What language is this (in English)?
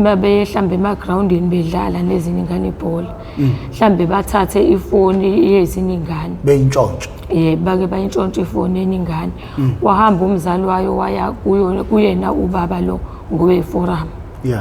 Zulu